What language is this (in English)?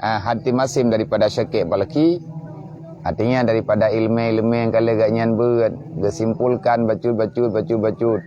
Achinese